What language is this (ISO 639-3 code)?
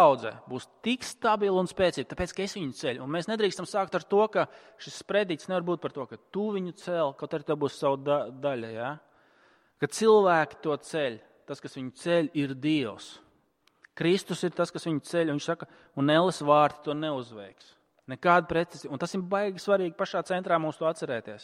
lav